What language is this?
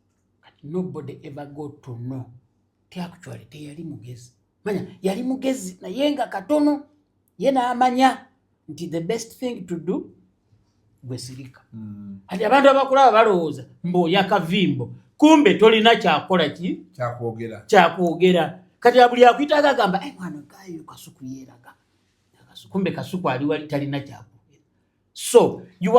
Ganda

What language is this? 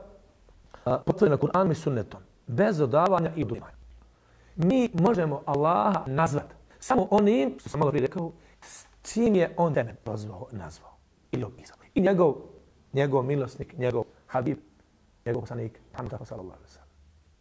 Bosnian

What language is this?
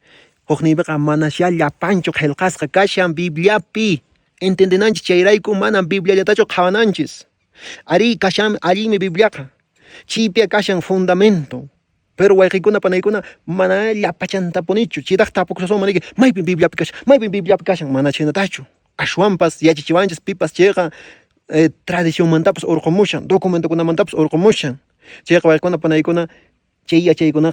Quechua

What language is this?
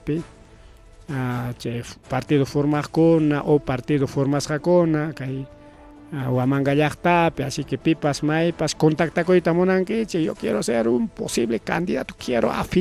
Ayacucho Quechua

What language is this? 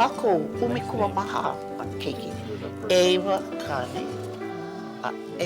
Hawaiian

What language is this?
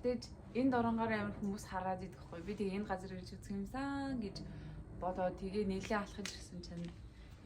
Mongolian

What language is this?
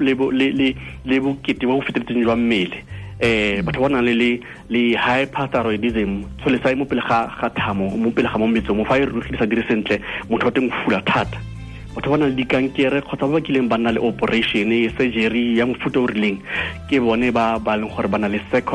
Tswana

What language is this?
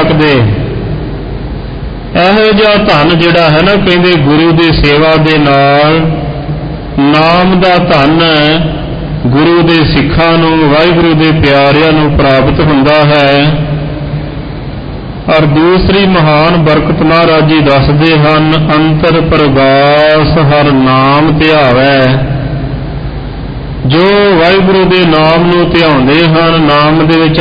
Punjabi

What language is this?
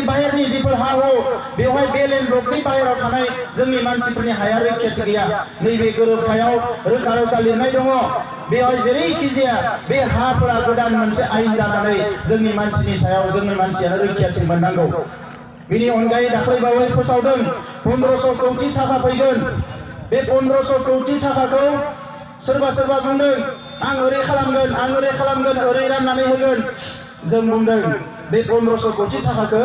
Bodo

